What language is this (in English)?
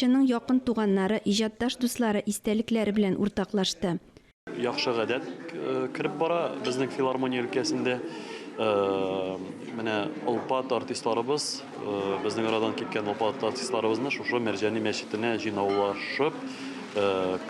Tatar